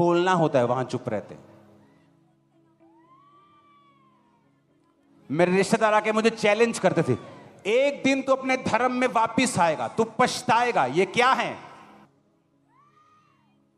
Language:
Hindi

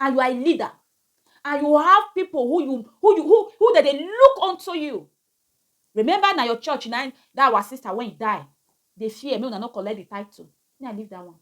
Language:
Nigerian Pidgin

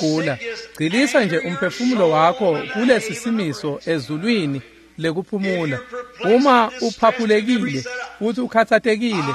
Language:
Swati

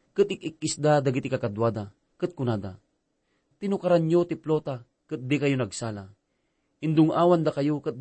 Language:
Iloko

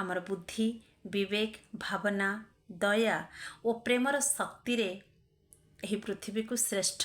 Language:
Odia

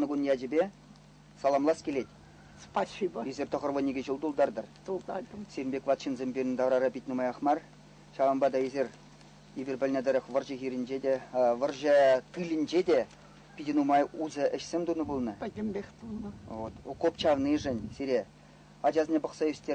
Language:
Chuvash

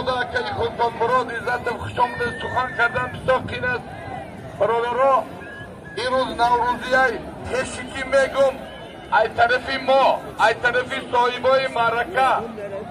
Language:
Tajik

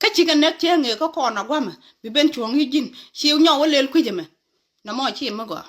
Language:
Nuer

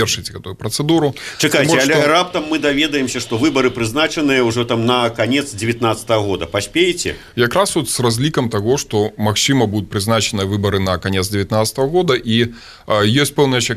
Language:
Belarusian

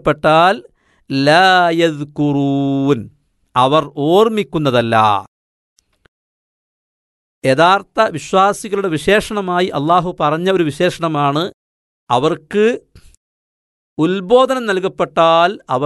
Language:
Malayalam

